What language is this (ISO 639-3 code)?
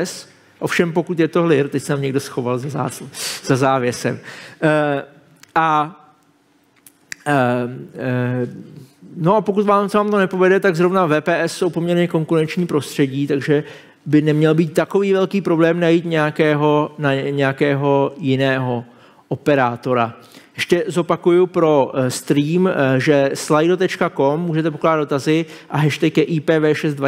ces